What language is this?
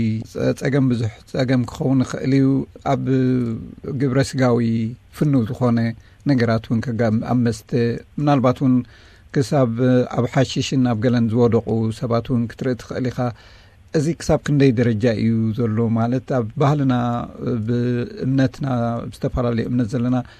Tigrinya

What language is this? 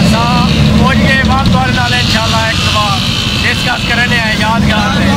Saraiki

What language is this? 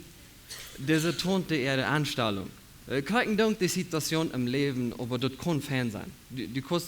Plautdietsch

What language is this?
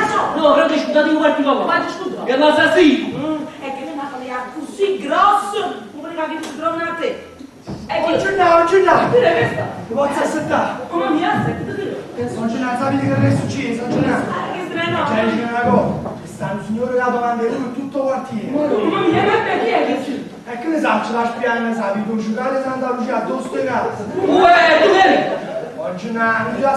Neapolitan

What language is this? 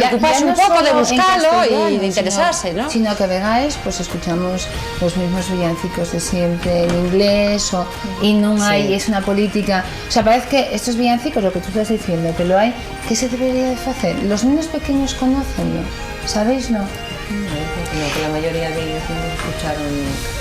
Asturian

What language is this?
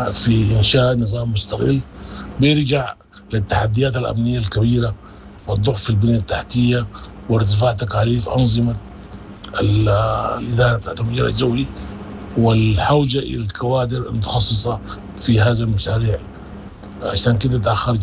Sudanese Arabic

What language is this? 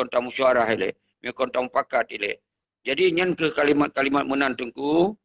Achinese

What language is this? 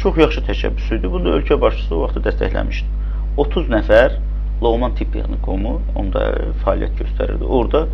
Azerbaijani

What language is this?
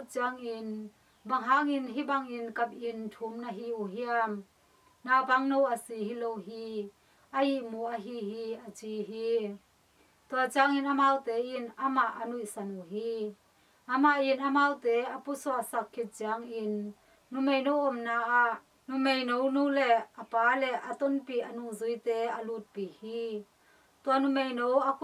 Tedim Chin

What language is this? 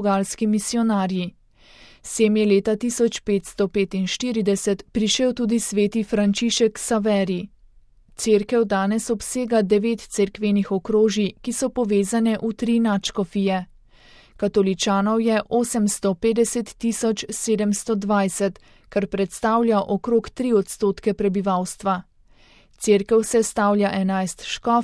Slovenian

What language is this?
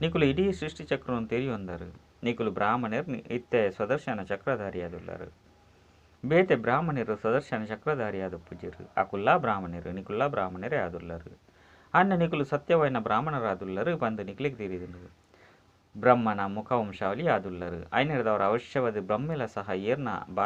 Tulu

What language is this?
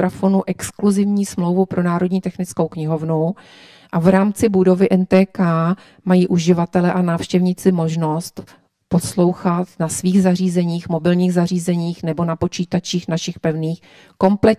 Czech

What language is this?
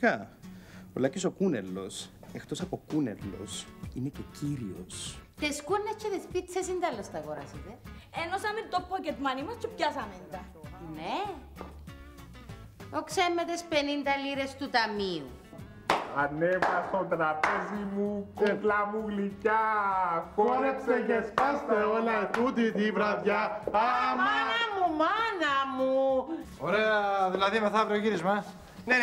Greek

